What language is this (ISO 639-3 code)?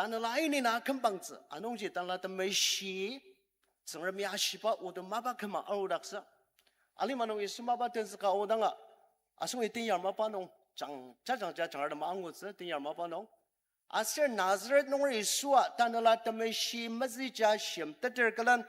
njo